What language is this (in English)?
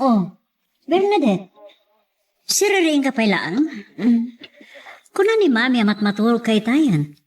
Iloko